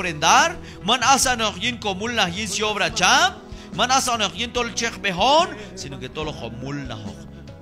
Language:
Q'anjob'al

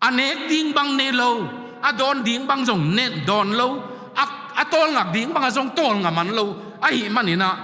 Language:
Tedim Chin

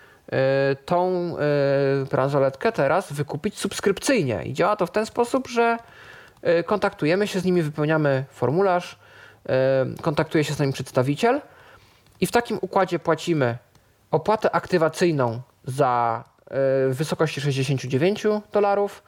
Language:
Polish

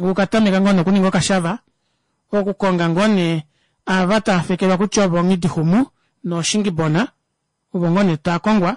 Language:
Kuanyama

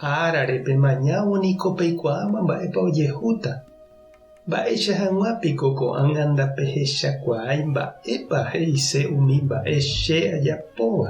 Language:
Guarani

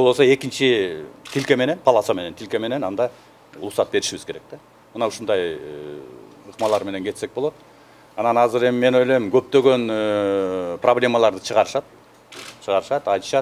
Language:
Kyrgyz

